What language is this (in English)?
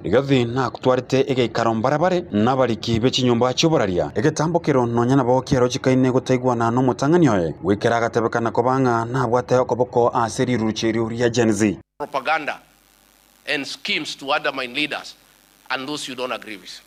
Gusii